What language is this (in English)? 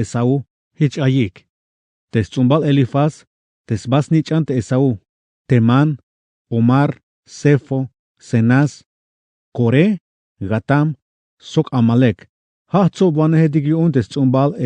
Tzeltal